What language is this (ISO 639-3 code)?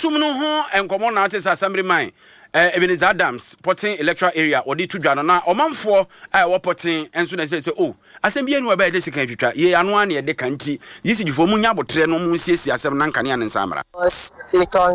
aka